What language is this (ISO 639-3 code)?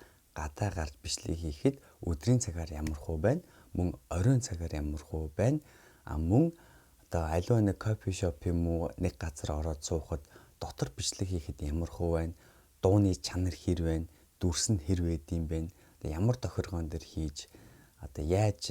mon